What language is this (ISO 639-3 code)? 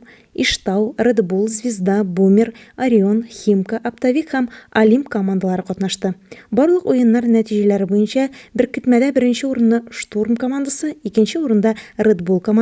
tat